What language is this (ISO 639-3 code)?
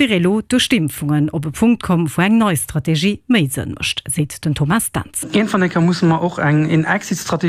ltz